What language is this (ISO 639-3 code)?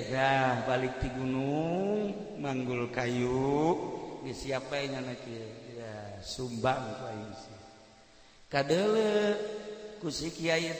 sun